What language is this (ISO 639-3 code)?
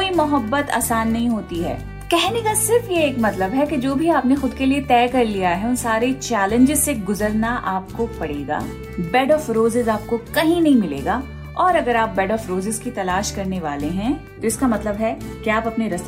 hin